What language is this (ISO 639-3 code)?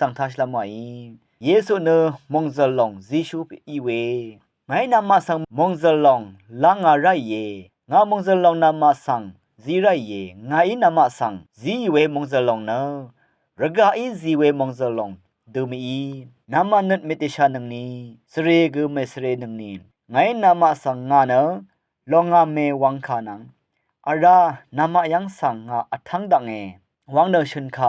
raw